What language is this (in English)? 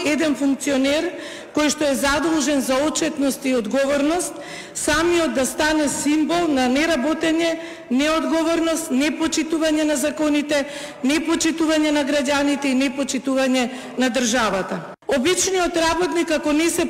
Macedonian